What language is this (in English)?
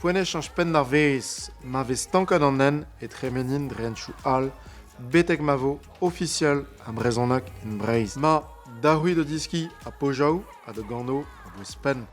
Breton